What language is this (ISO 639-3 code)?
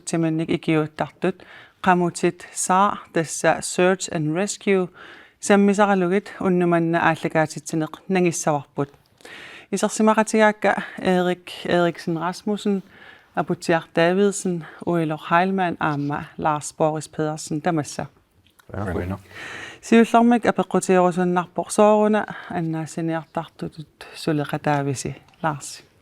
kal